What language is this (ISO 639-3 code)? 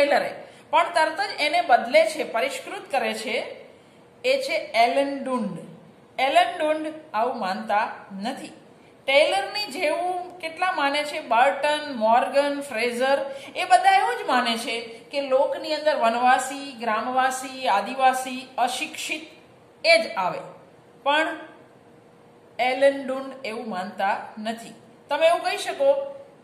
guj